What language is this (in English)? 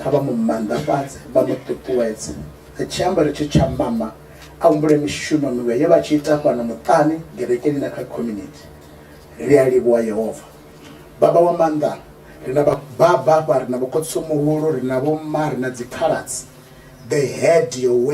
Venda